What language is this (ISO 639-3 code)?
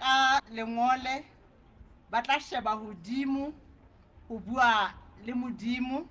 sot